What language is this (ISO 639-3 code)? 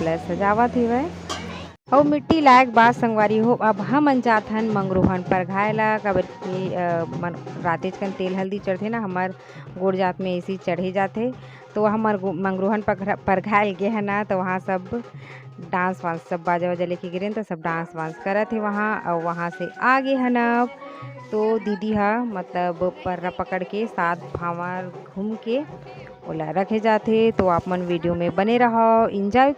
hne